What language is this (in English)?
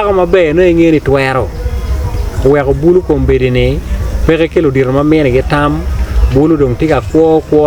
Acoli